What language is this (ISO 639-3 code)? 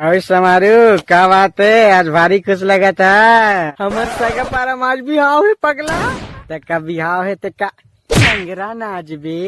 hne